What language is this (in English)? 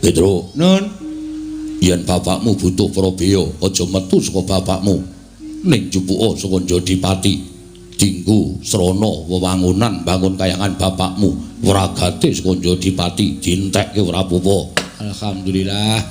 Javanese